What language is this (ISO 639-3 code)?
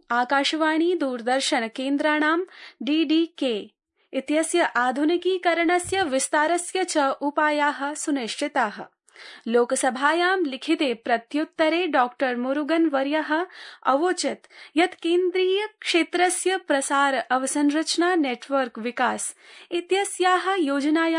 san